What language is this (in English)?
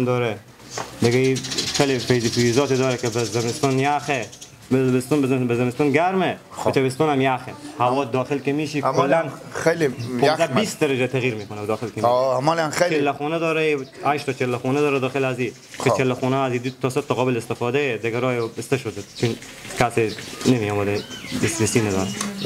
Persian